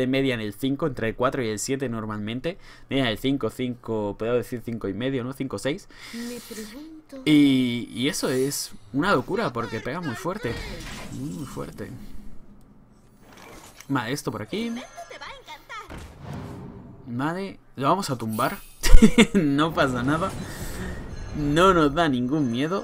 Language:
Spanish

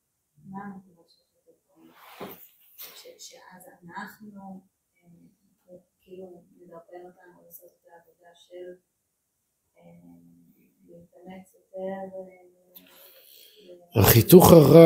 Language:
Hebrew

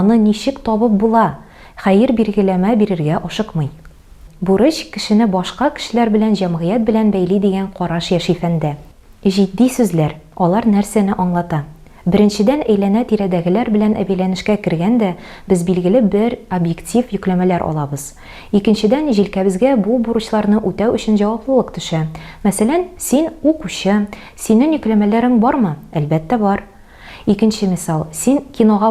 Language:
Tatar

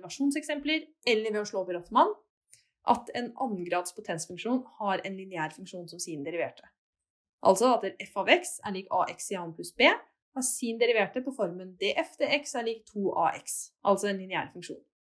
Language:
Norwegian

